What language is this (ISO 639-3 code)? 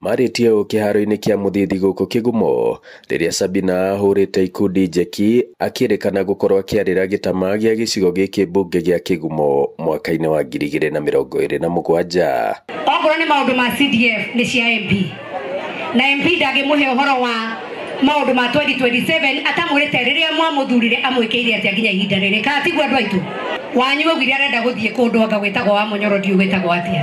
kik